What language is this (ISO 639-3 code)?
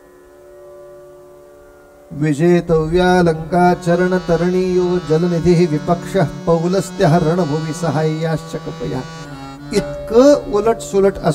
mar